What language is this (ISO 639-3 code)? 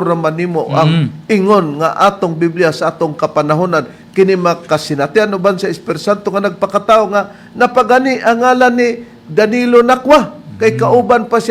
ceb